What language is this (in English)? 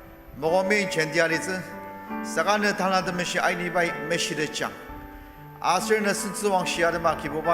Ao Naga